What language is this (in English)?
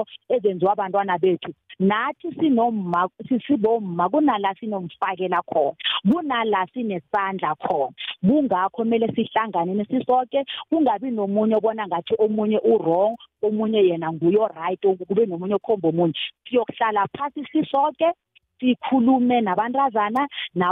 South Ndebele